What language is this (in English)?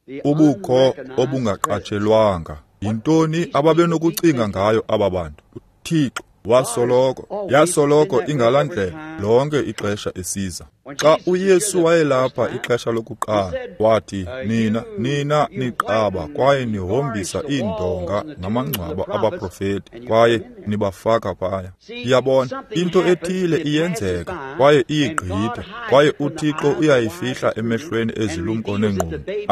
Xhosa